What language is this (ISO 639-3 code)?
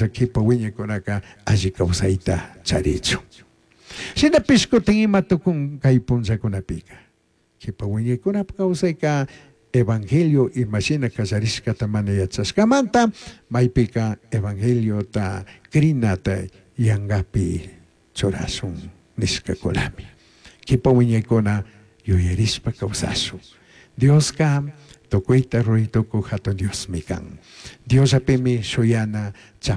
qug